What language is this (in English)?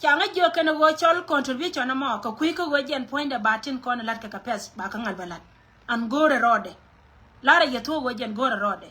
Nuer